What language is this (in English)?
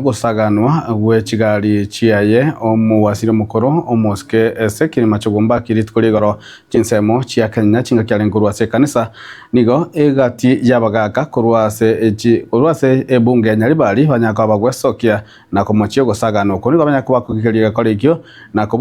Gusii